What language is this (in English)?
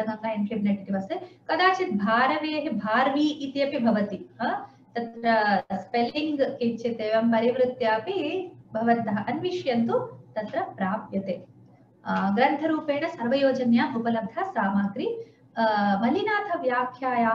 Sanskrit